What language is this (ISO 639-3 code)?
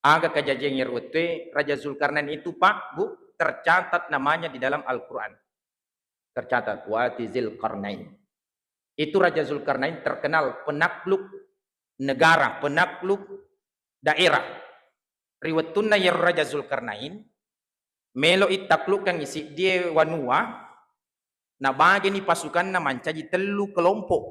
bug